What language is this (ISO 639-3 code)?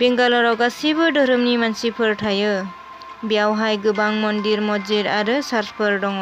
brx